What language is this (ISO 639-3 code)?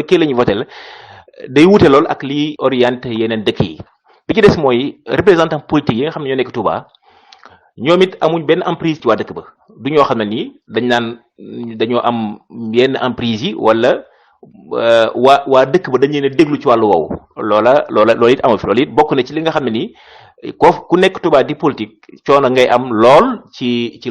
wol